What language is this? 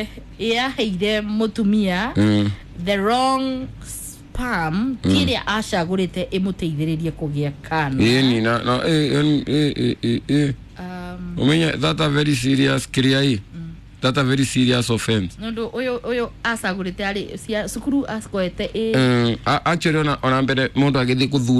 Kikuyu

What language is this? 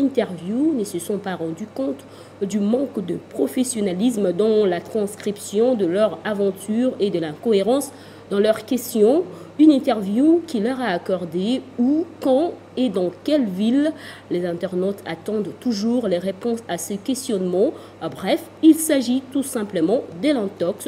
French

